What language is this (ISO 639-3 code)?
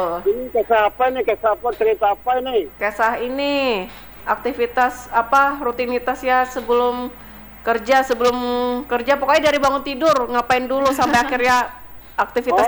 ind